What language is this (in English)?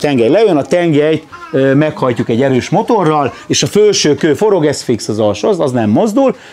Hungarian